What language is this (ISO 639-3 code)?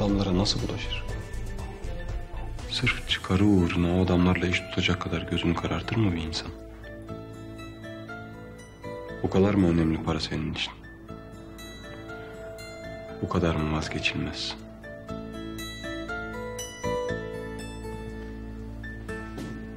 tur